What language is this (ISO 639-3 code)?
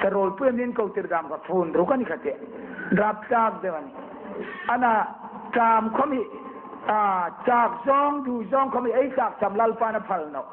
hmr